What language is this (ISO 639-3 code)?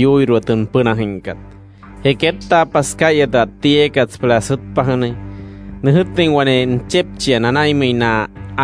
guc